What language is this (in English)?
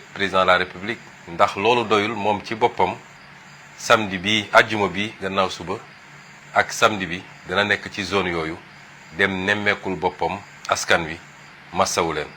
Wolof